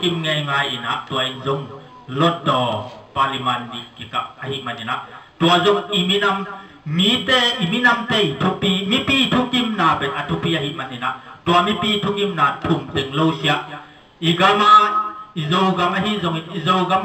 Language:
Tedim Chin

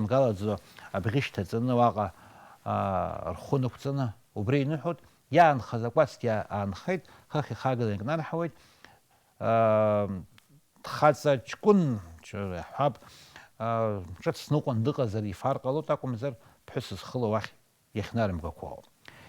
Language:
Abkhazian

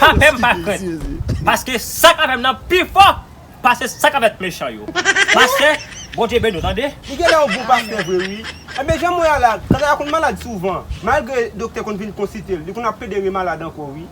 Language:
Haitian Creole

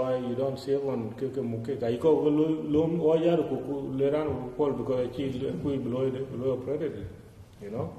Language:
Dinka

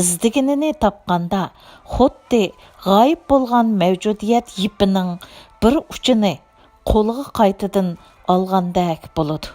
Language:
Uyghur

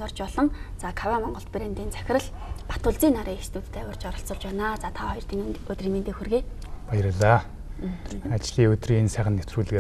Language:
Mongolian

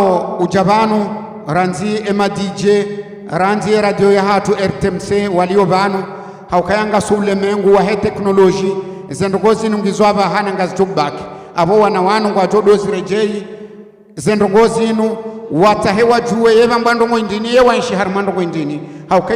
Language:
Ngazidja Comorian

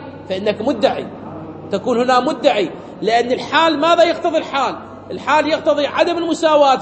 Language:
Arabic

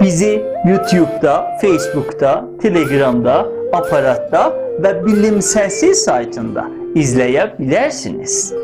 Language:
South Azerbaijani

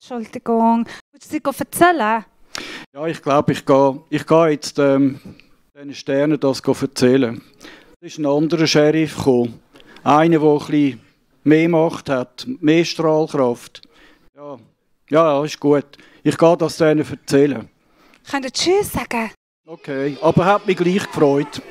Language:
Swiss German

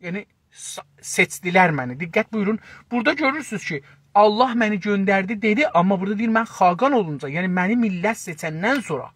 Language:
South Azerbaijani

